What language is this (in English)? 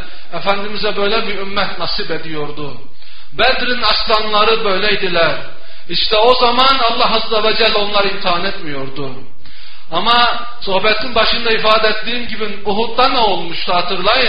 Turkish